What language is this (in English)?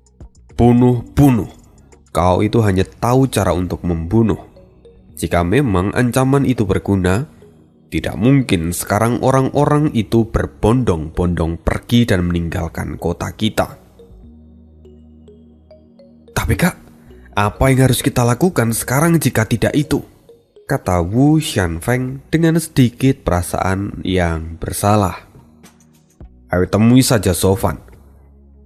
Indonesian